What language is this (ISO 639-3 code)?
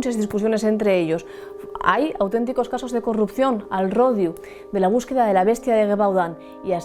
ast